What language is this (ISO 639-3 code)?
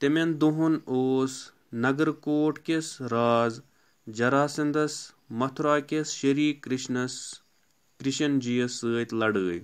kas